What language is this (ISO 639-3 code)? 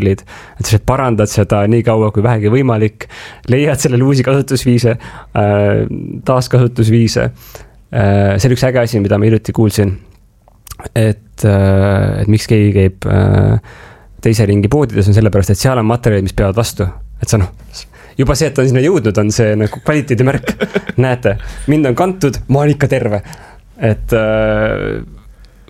est